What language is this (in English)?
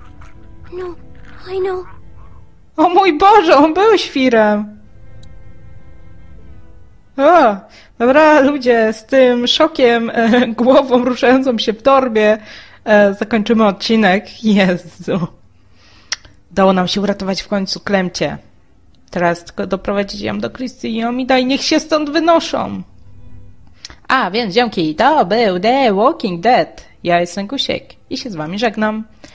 Polish